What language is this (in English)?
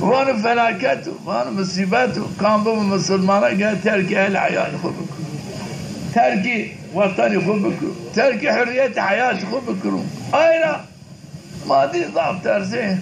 Zaza